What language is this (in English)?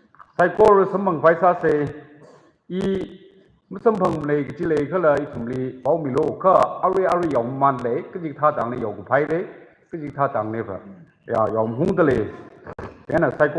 Tangkhul Naga (India)